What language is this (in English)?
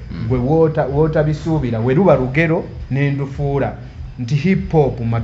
Ganda